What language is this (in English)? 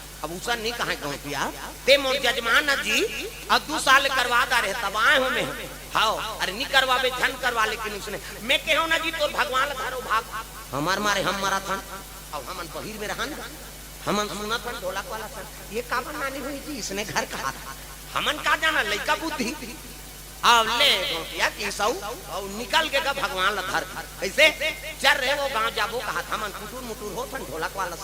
Chhattisgarhi